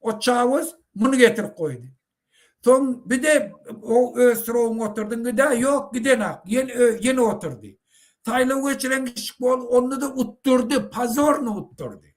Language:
Turkmen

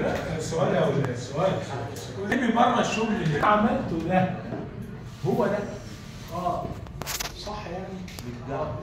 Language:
Egyptian Arabic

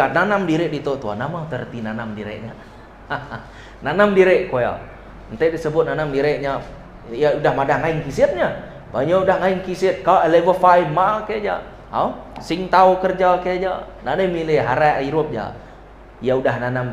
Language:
Iban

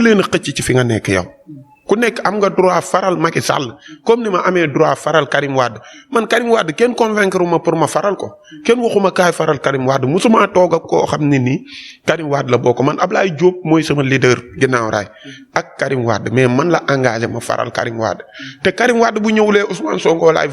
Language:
Wolof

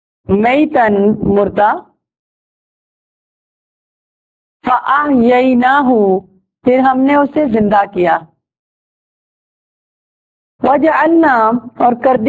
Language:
Urdu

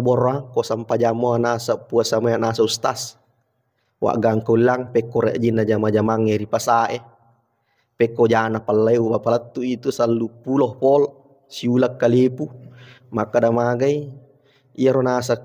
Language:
Buginese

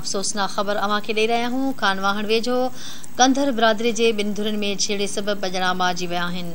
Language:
Sindhi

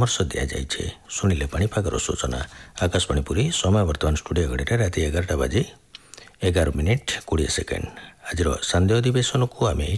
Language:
Odia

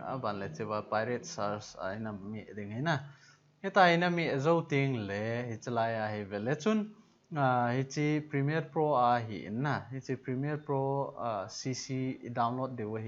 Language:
Thado Chin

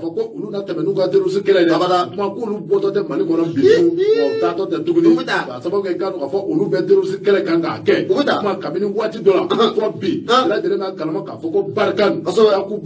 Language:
Bambara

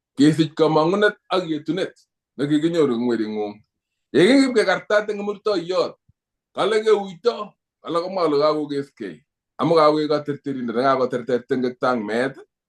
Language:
Kalenjin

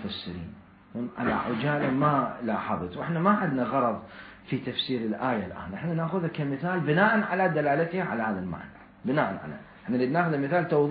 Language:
Mesopotamian Arabic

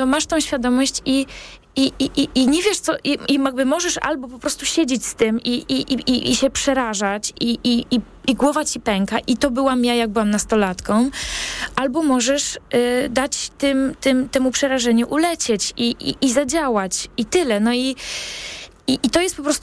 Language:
Polish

